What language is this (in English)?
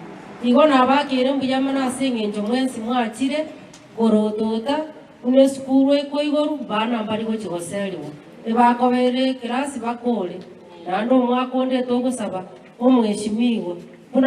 Gusii